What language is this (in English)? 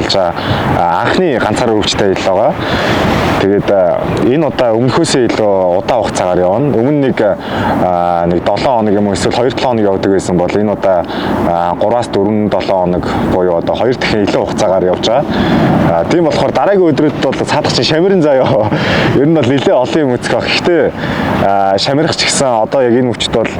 Mongolian